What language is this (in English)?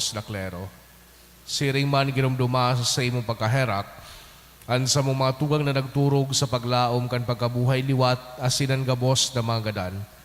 Bikol